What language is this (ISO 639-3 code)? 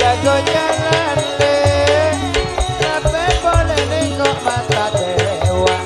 mad